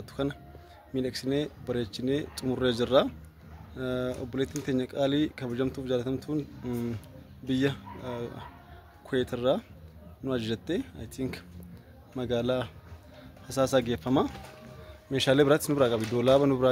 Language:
Oromo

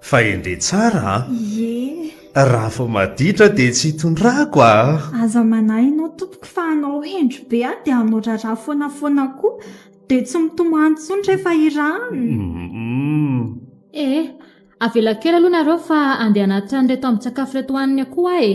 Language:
Malagasy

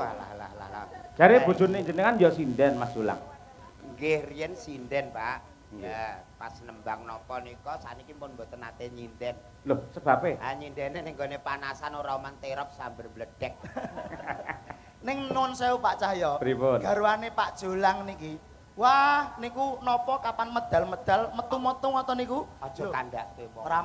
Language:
Javanese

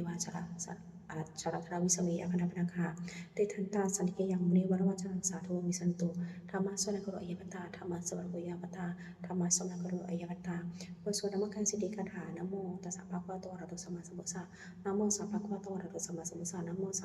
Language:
Pali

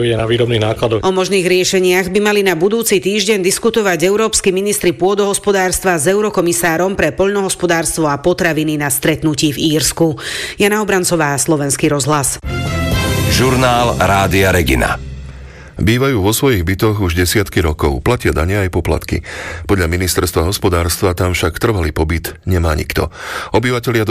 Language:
Slovak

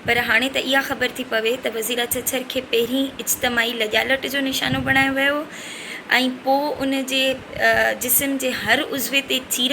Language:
Sindhi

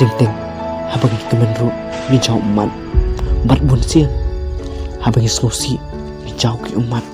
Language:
Khasi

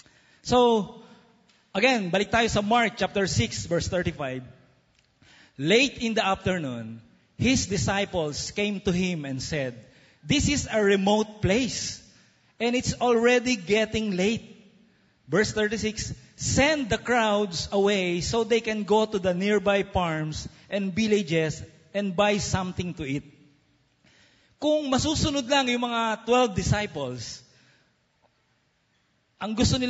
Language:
Filipino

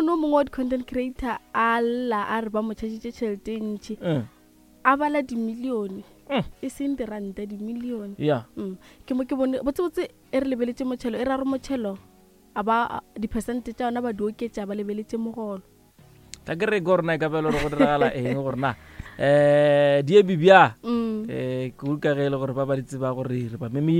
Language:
Northern Sotho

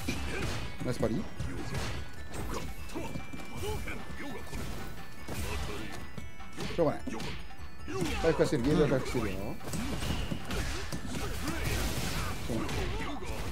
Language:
Japanese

